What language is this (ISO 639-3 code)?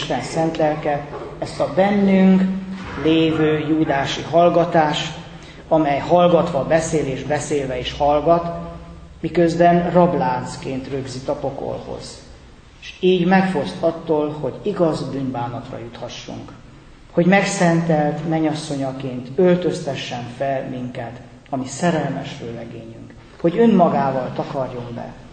hun